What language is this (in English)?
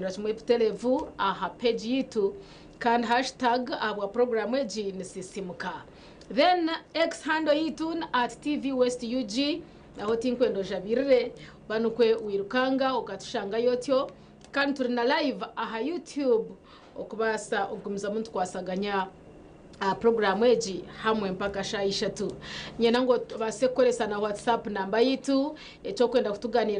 Nyankole